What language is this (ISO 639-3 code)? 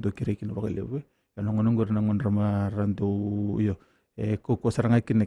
fij